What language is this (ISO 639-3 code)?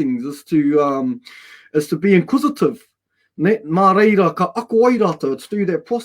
mri